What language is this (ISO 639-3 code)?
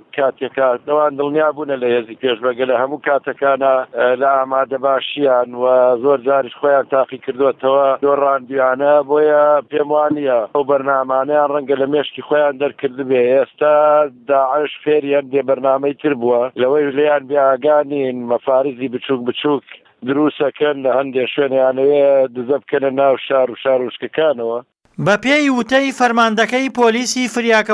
ckb